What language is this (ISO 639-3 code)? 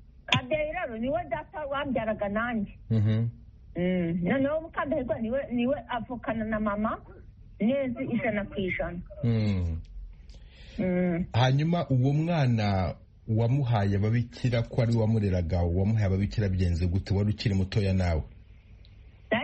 kin